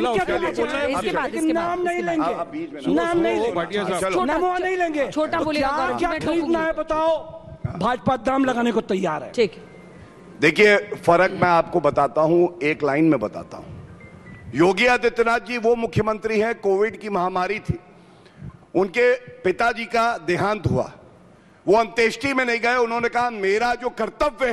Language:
Hindi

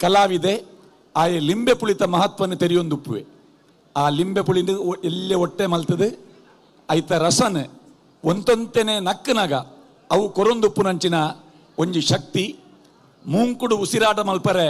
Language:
Tulu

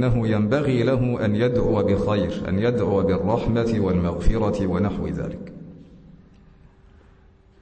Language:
Arabic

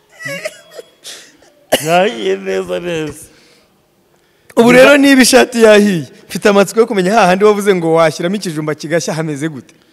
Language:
Kinyarwanda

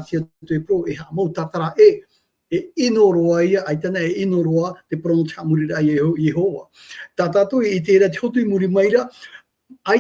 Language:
Tahitian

